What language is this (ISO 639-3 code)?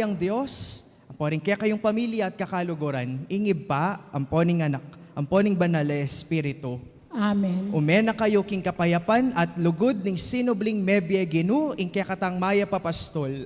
pam